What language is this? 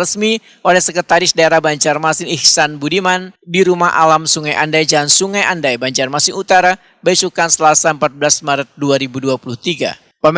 Banjar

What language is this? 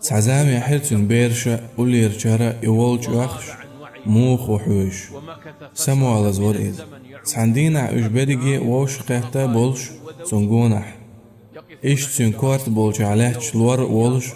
Chechen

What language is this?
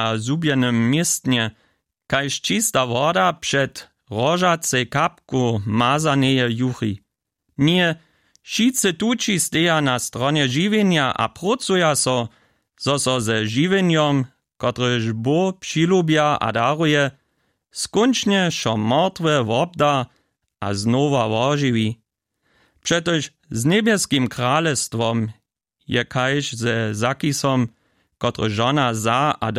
Upper Sorbian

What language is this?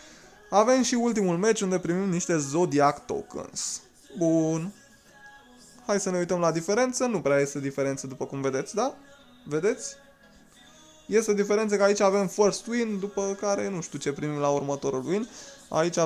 Romanian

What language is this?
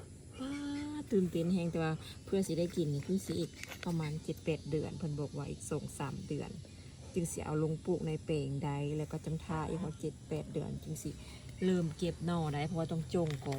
Lao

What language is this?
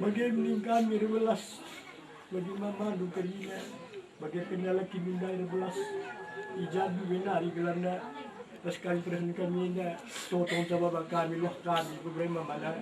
Batak Karo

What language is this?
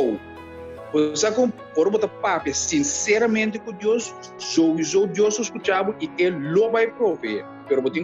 Papiamento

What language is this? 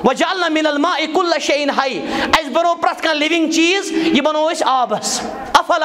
Kashmiri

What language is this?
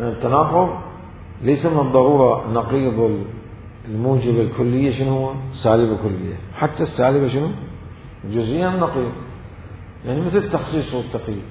Mesopotamian Arabic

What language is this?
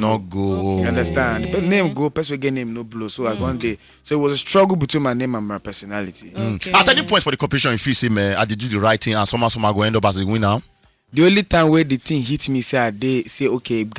Nigerian Pidgin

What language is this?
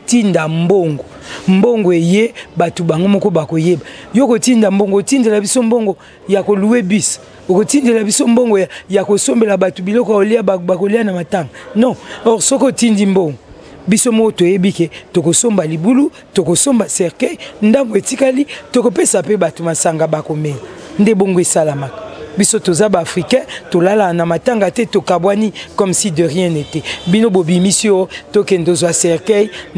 Lingala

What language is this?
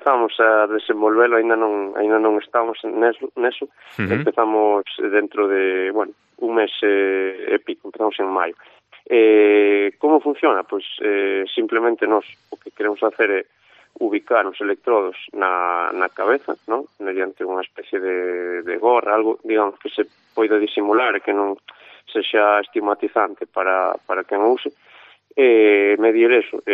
Galician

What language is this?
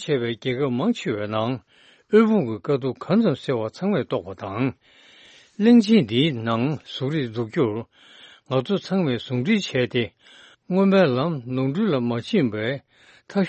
Tibetan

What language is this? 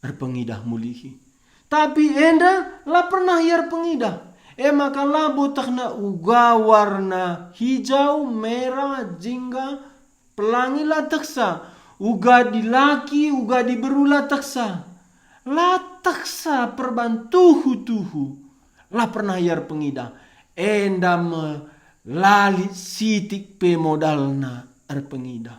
Batak Karo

